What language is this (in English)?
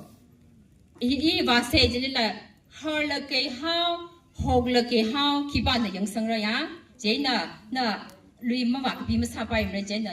Tangkhul Naga (India)